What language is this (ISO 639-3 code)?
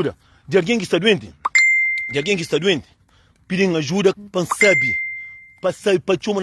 kea